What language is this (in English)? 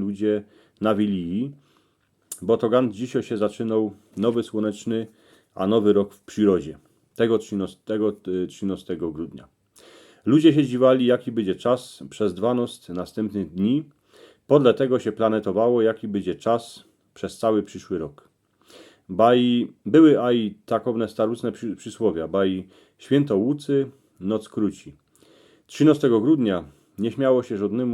Silesian